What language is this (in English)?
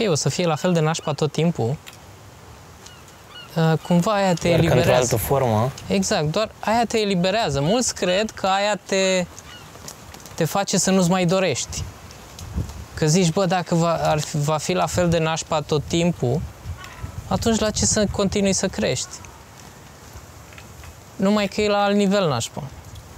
Romanian